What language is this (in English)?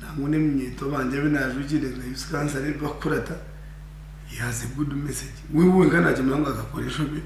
Nyankole